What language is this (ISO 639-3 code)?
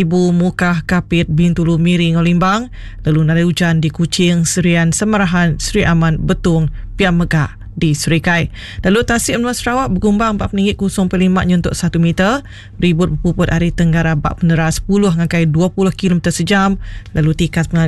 iba